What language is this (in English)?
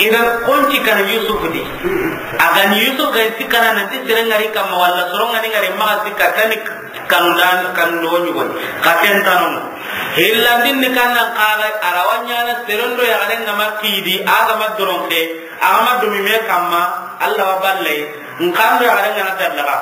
Soninke